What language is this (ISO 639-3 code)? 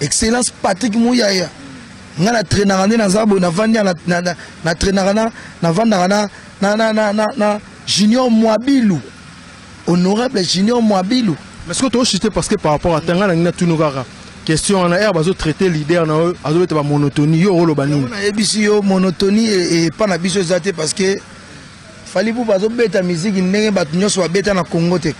lin